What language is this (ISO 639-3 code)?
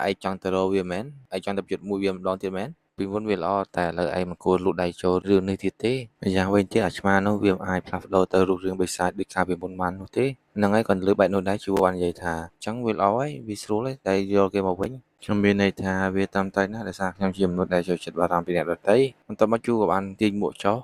khm